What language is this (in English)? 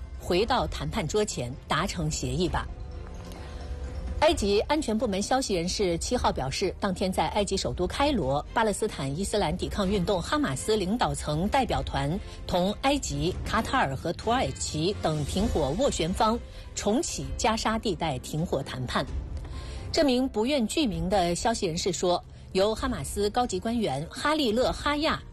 Chinese